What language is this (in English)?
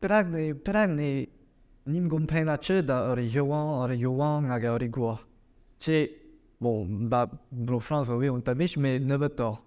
Breton